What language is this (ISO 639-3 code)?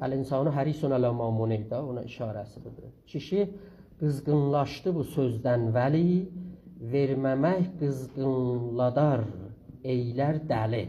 azb